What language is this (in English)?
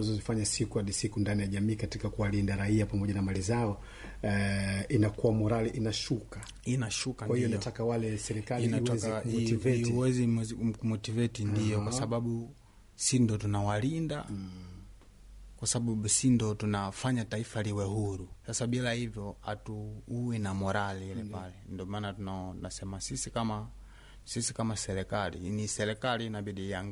Swahili